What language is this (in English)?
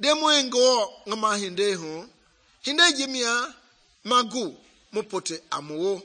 Mende